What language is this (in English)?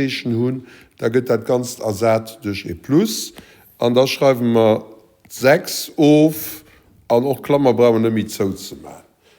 Luxembourgish